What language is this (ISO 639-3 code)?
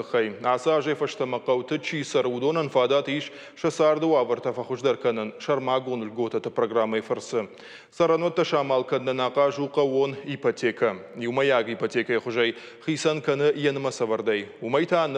oss